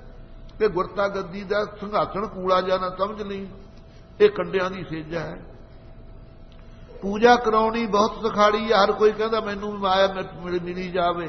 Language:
Punjabi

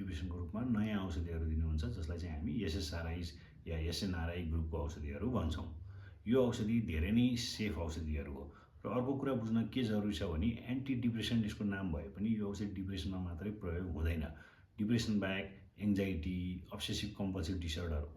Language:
Nepali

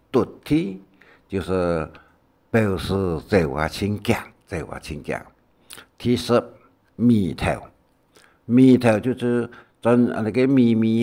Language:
Hakka Chinese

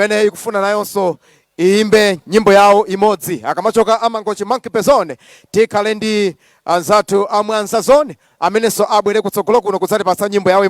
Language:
Nyanja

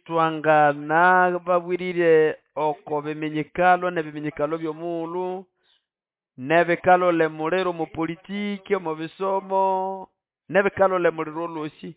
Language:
Nande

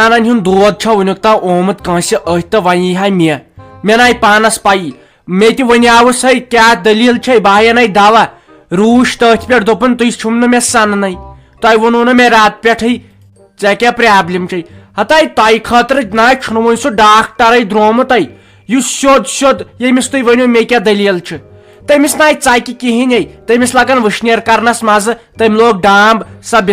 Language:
Kashmiri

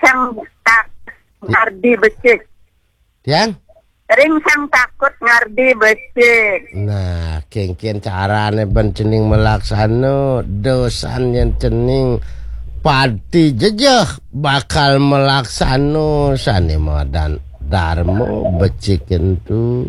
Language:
Balinese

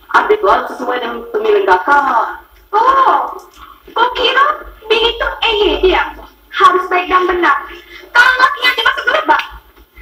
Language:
Musi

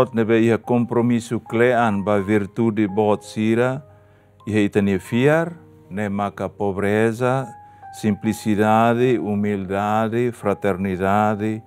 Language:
Tetum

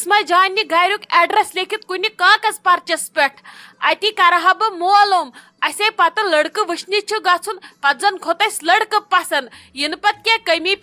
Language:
Kashmiri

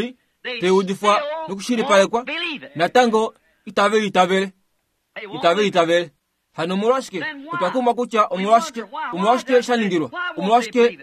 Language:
Kuanyama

